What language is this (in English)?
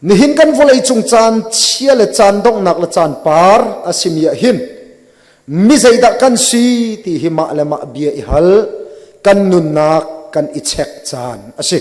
Hakha Chin